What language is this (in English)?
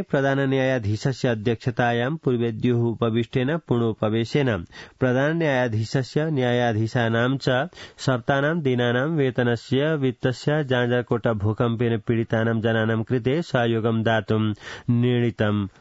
Sanskrit